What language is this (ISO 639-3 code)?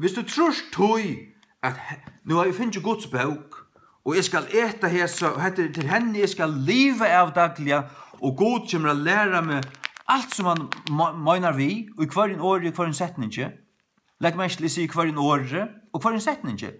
fao